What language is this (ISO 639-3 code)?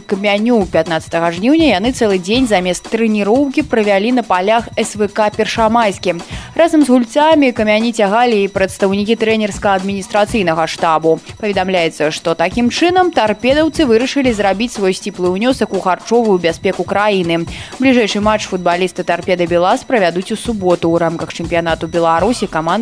bel